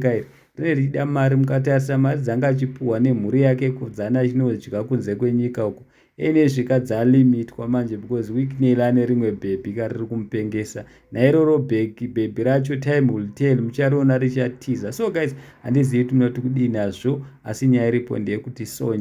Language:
Shona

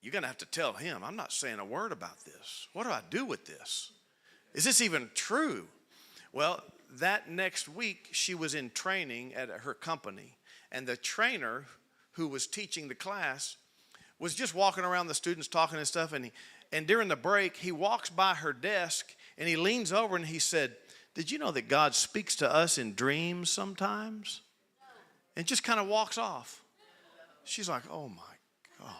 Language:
English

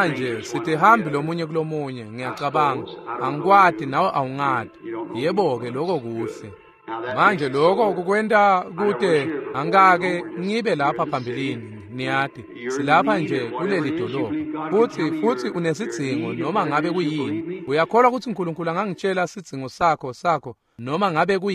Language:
Swati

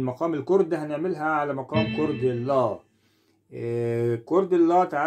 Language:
Egyptian Arabic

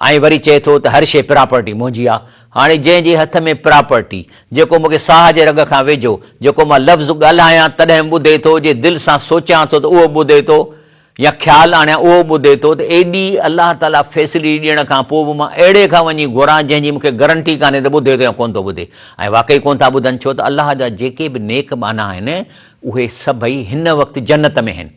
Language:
Sindhi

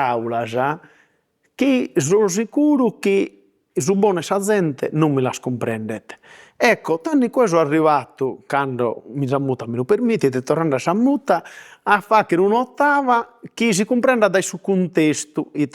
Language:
Sardinian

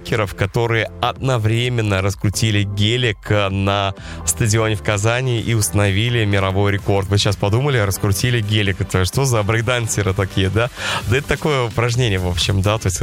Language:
Russian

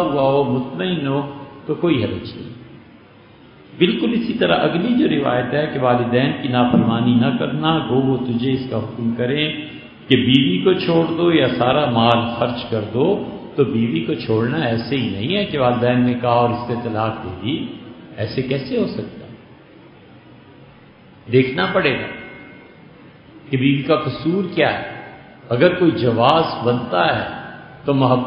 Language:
Urdu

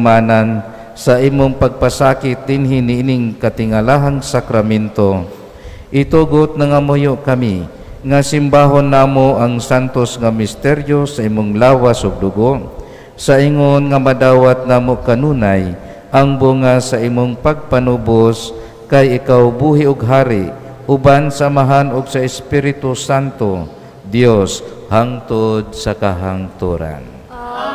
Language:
Cebuano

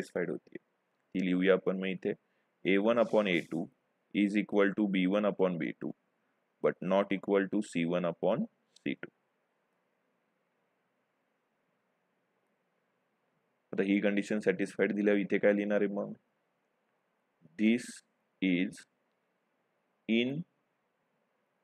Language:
Marathi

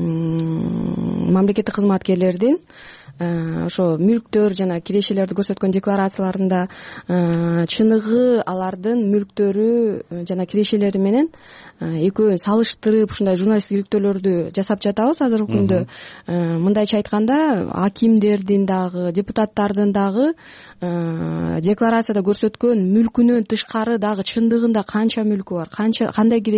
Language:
Kyrgyz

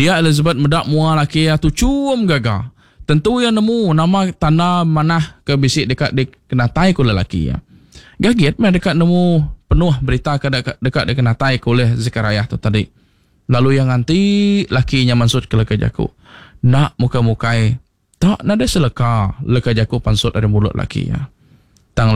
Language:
Iban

